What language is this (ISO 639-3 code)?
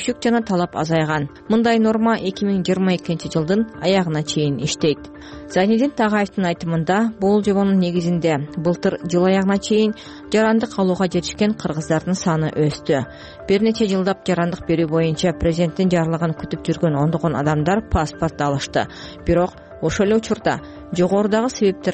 kir